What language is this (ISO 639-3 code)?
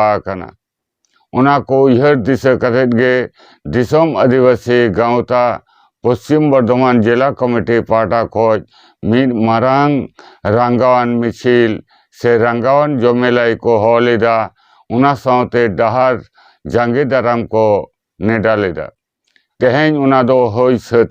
sat